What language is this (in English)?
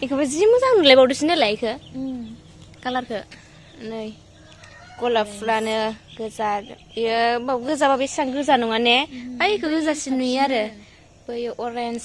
Bodo